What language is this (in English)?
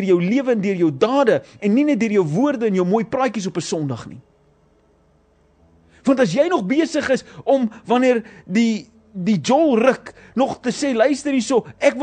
Afrikaans